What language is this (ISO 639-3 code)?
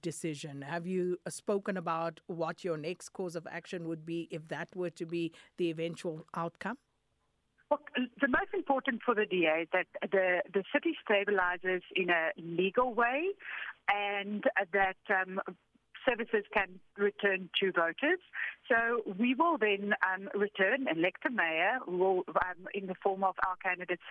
eng